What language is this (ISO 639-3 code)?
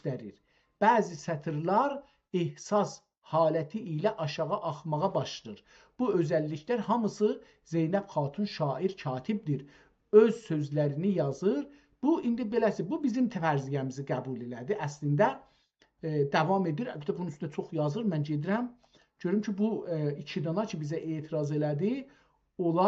azb